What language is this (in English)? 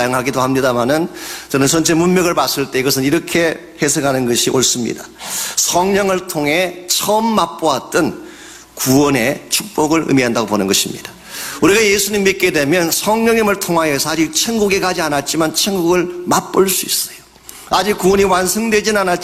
Korean